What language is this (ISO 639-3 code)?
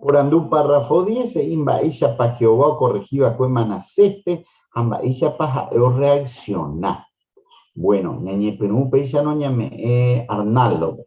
grn